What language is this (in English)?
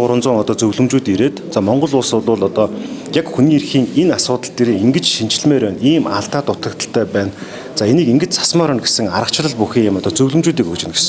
Mongolian